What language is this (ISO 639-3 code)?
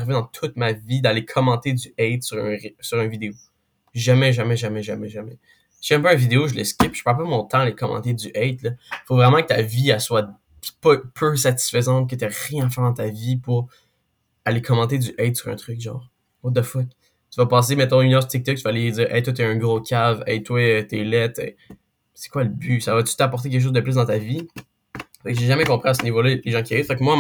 fra